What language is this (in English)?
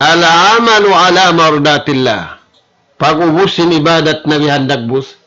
Tausug